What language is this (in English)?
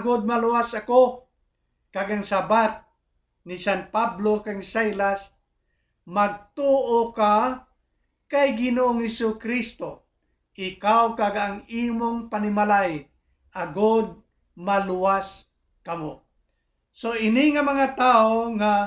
Hiligaynon